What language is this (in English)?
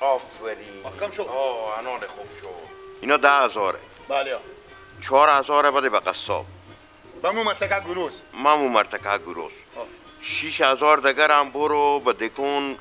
Persian